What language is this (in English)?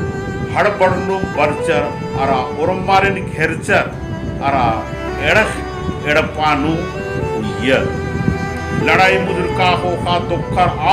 Kurukh